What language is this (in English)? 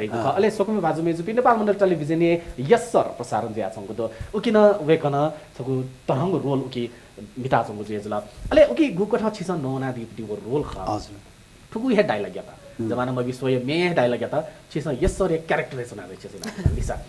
Newari